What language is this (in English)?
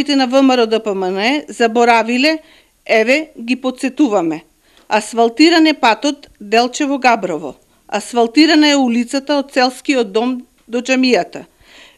Macedonian